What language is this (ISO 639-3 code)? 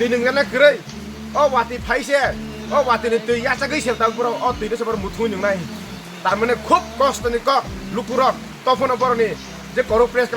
trp